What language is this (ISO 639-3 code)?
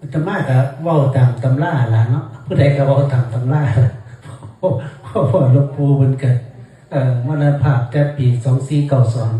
tts